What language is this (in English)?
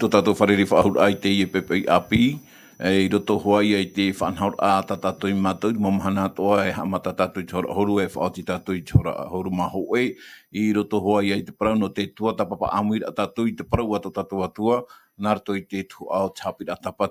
Tahitian